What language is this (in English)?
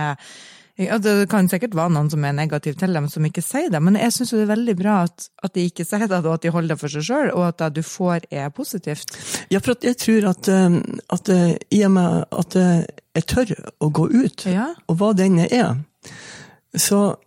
Norwegian